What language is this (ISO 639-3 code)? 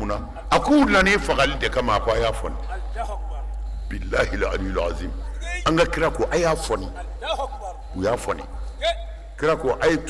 bam